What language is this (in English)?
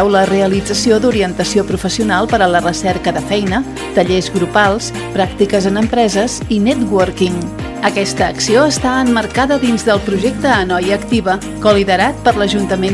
Catalan